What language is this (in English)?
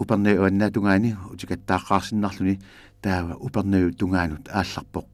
Kalaallisut